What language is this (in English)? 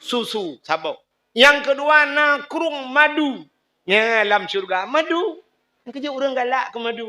Achinese